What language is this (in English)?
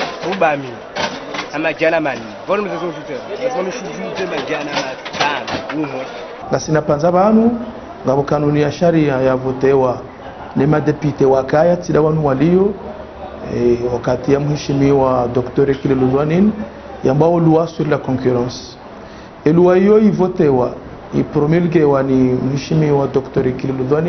Ngazidja Comorian